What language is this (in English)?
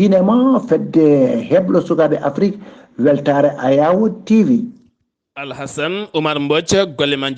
Fula